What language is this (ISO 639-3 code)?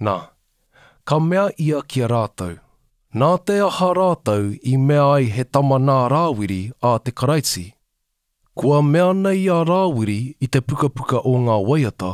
mri